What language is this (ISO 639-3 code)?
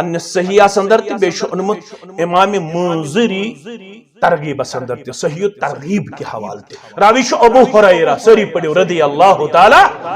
kas